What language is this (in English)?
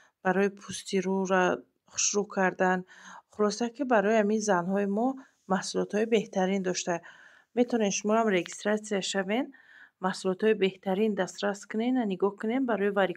Tajik